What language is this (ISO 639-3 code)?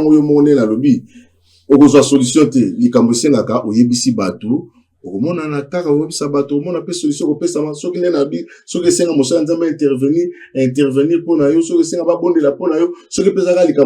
lin